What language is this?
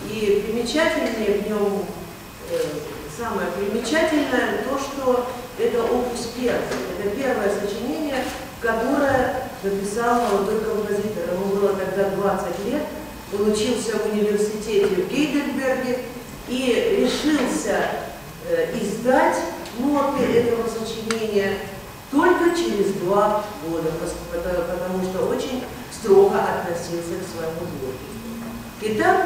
Russian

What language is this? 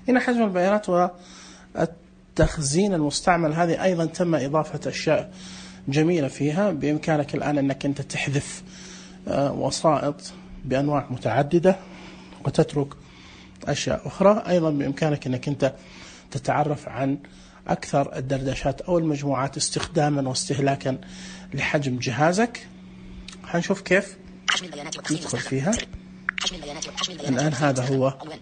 Najdi Arabic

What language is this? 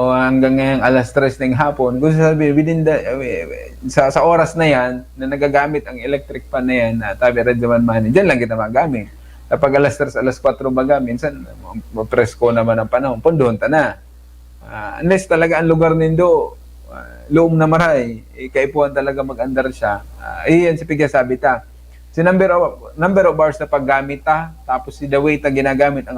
Bikol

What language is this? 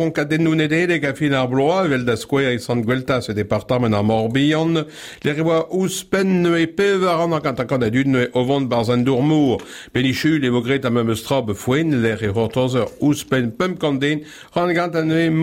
Breton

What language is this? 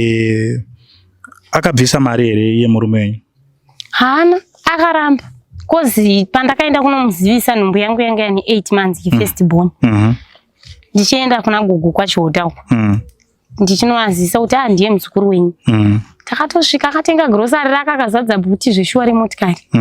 Shona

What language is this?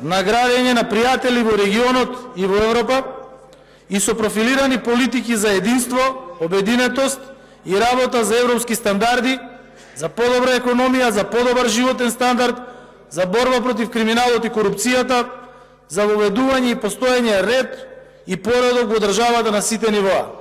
Macedonian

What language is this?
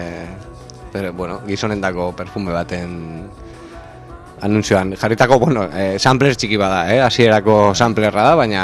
Basque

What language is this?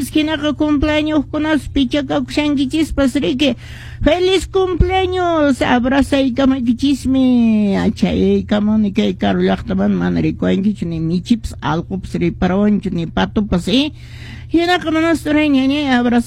Quechua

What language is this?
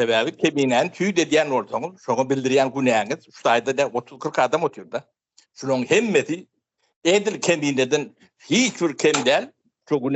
Turkmen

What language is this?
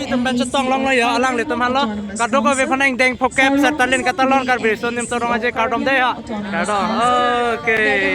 Karbi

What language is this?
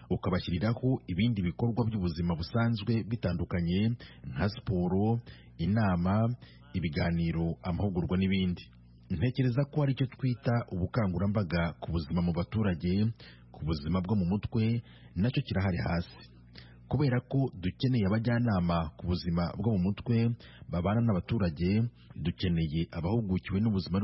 Kinyarwanda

